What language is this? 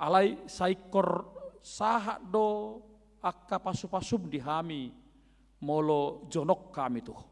Batak Toba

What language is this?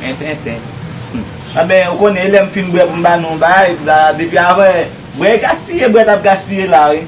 Haitian Creole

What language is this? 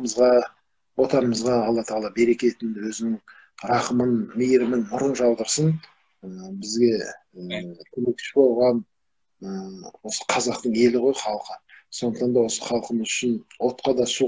Kazakh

